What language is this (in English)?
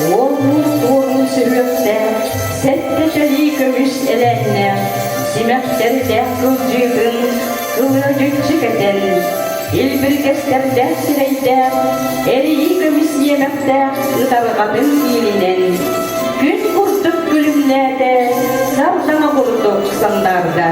Yakut